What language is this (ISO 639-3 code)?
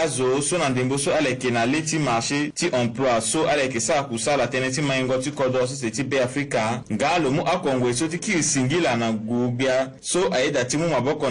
sag